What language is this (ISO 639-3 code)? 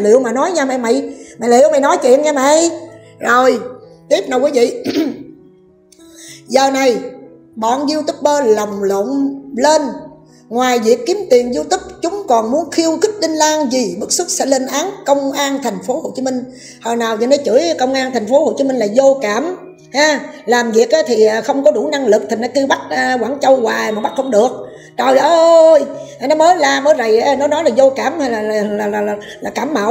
vie